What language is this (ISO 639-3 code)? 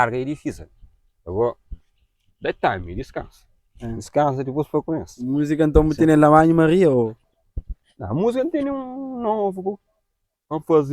kea